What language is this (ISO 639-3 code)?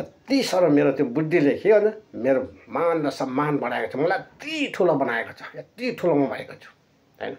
nep